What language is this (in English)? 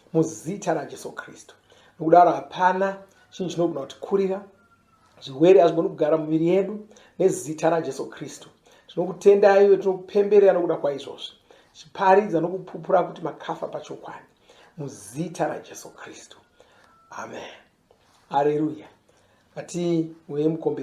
Shona